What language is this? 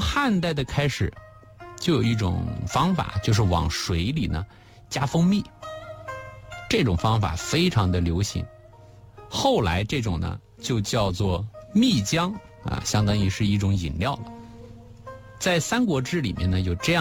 Chinese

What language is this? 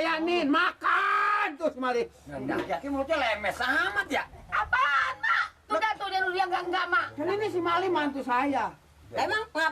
Betawi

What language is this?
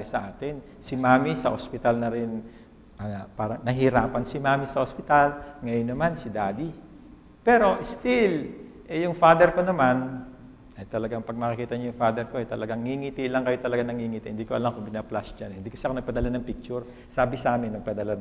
Filipino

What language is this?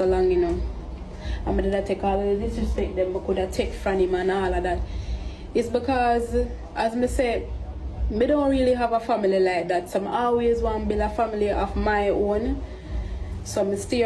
Jamaican Creole English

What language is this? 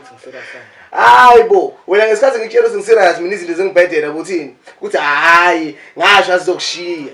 Zulu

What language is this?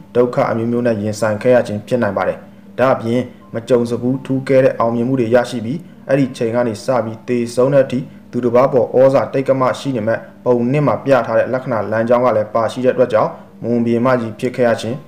Burmese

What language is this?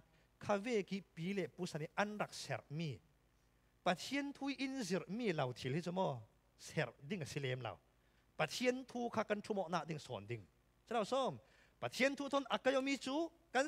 Falam Chin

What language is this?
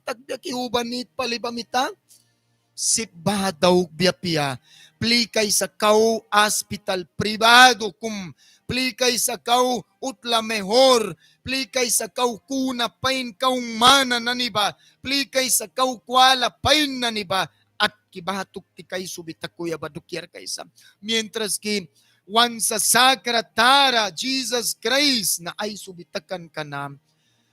Mískito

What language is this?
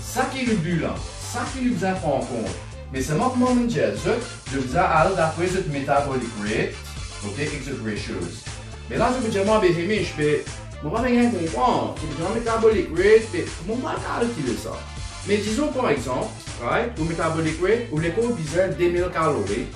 Morisyen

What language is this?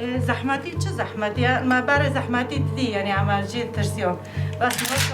Kurdish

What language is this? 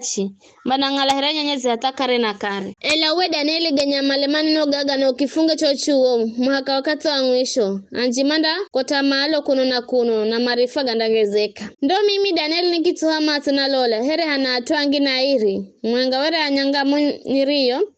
Giryama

